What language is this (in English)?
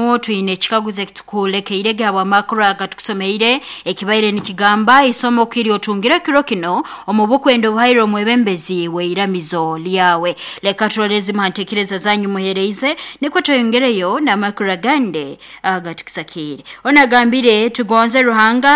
Nyoro